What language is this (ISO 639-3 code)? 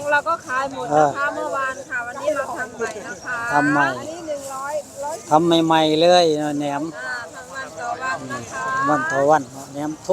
tts